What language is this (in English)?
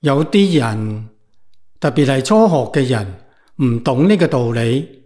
Cantonese